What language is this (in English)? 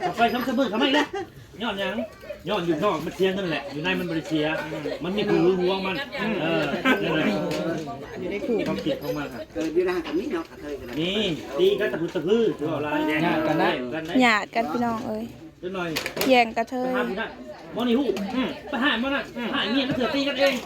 Lao